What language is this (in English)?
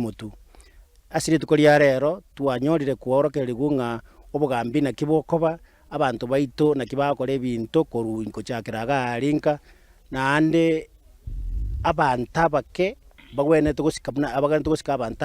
Gusii